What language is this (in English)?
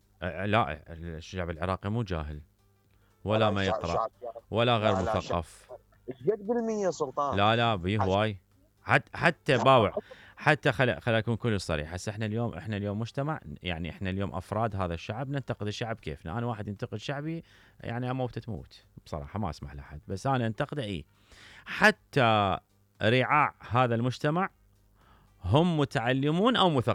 Mesopotamian Arabic